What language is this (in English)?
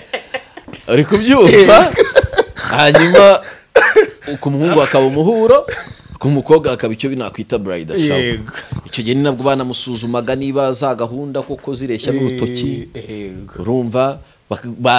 Kinyarwanda